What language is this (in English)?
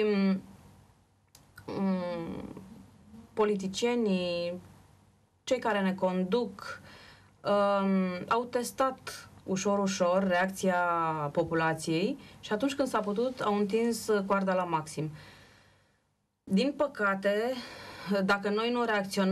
Romanian